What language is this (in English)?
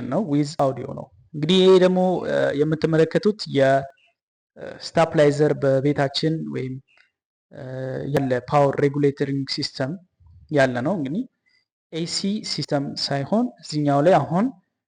Amharic